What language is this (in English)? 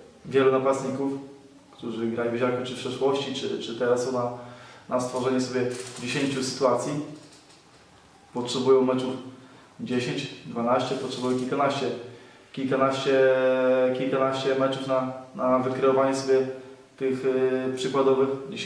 Polish